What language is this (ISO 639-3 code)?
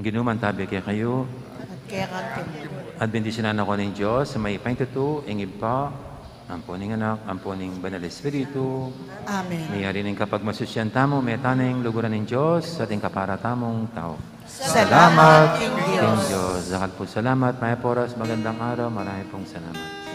pam